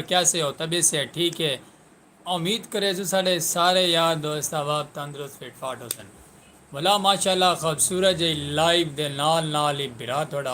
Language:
Saraiki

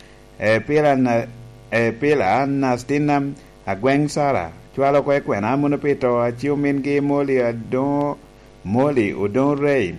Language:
Lango (Uganda)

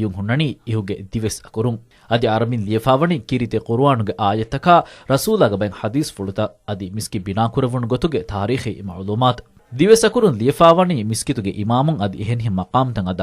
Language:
Divehi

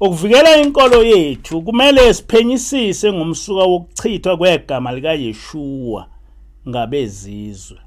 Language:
Zulu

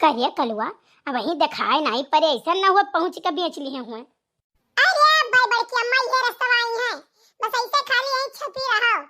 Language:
Awadhi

